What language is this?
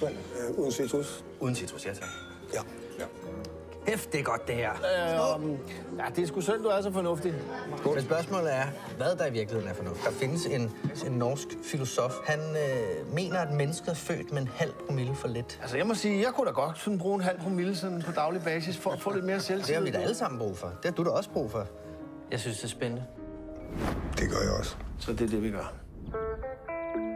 Danish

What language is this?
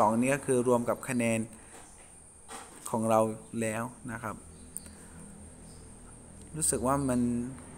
Thai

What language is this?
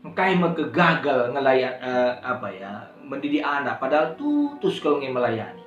Batak Karo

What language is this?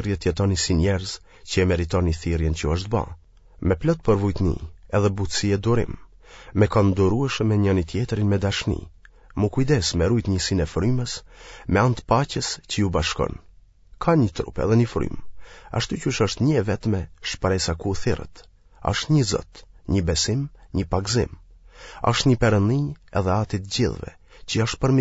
Albanian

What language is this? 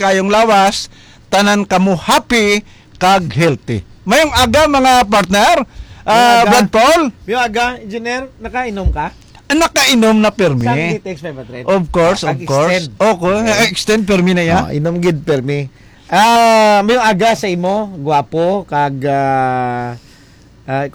Hiligaynon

